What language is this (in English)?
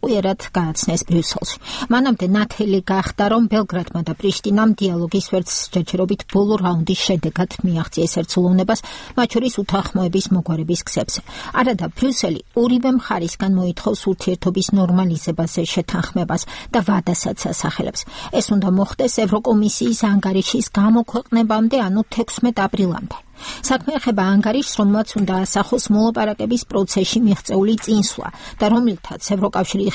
Georgian